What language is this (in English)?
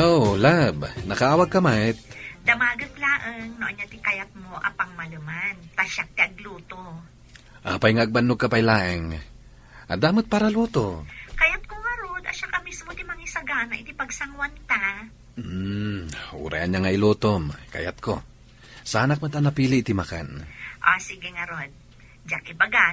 Iloko